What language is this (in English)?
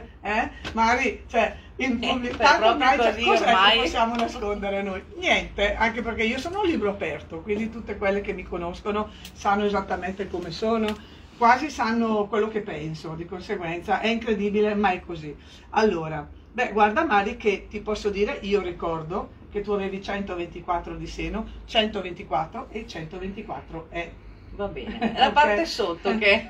Italian